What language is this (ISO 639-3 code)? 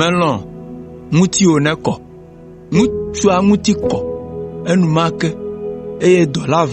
ewe